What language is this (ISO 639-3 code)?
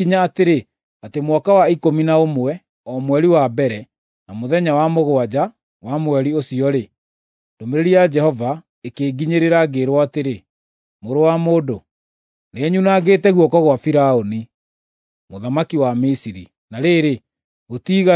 kik